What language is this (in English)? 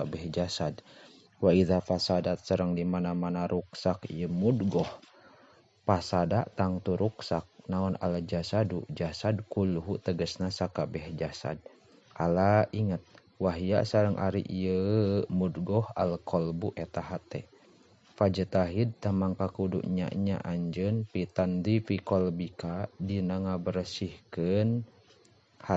Sundanese